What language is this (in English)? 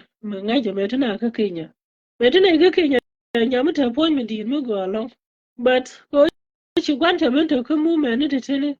Nuer